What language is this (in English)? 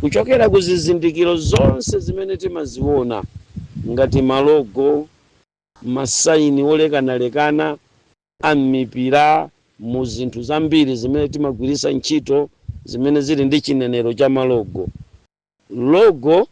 Nyanja